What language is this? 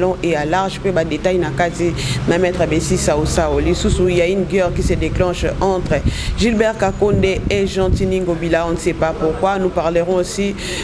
Lingala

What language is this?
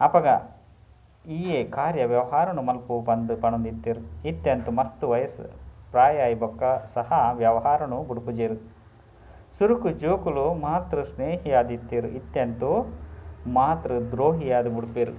Tulu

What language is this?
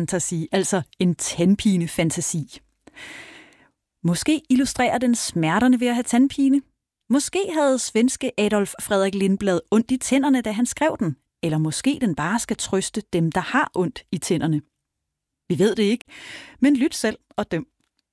Danish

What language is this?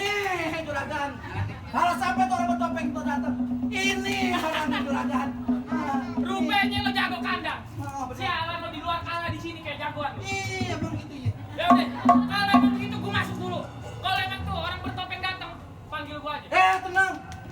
Betawi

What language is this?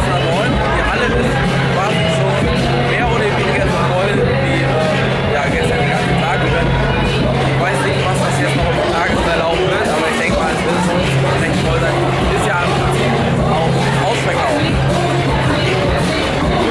German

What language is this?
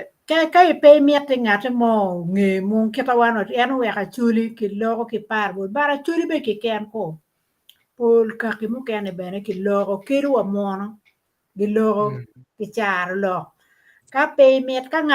Acoli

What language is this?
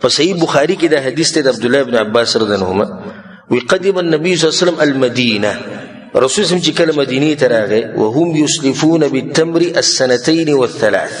Pashto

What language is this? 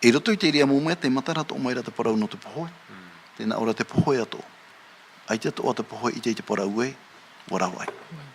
Tahitian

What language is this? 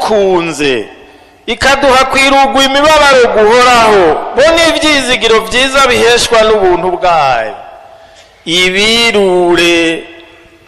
Rundi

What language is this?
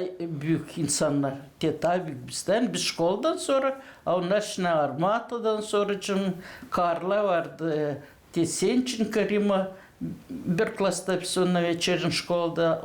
Gagauz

